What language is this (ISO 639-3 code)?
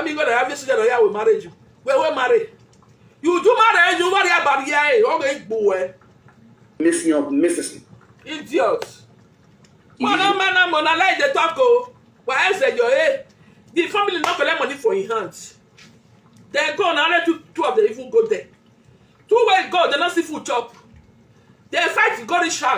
pcm